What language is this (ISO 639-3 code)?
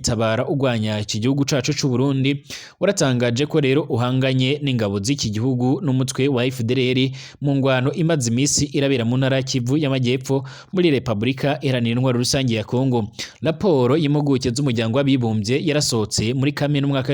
run